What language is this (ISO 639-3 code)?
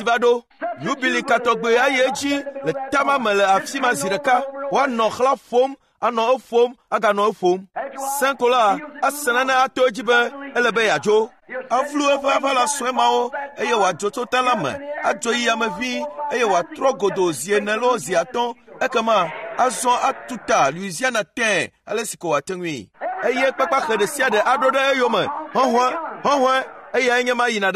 ewe